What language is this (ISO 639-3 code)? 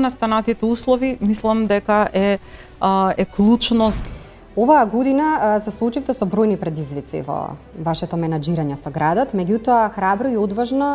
mkd